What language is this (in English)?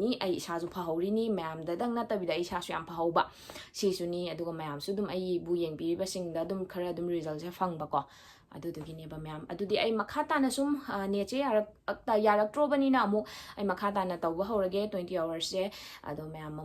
Manipuri